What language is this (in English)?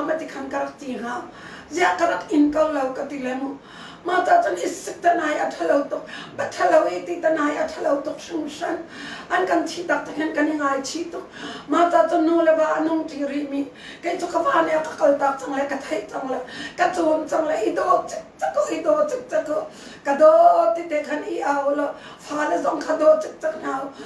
Hakha Chin